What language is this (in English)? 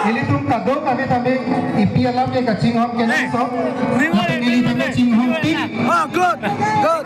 Karbi